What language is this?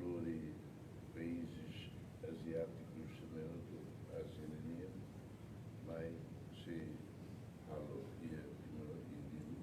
Tetum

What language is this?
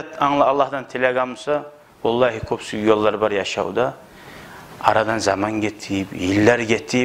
Kumyk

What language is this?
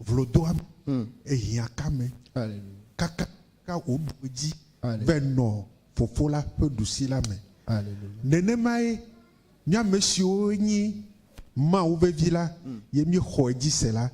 Ewe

